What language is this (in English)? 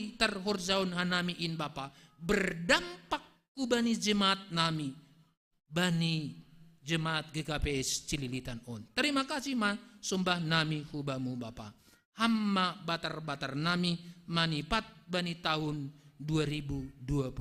Batak Simalungun